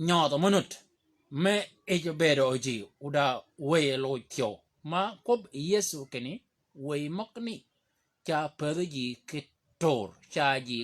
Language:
Shilluk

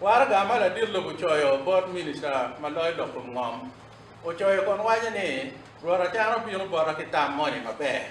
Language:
Acoli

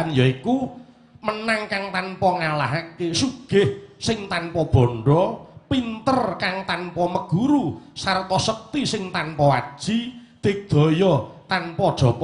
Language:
Javanese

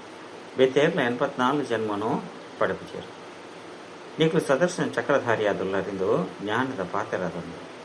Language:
Tulu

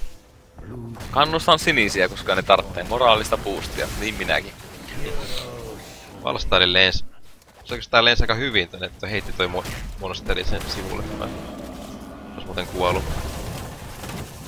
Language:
Finnish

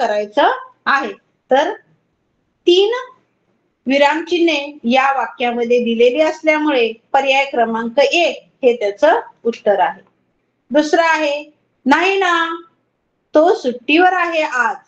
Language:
Marathi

